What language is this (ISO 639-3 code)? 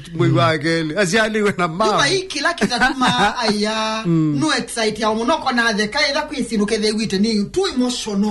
kam